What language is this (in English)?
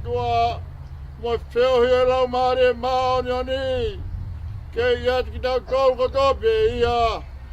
Tongan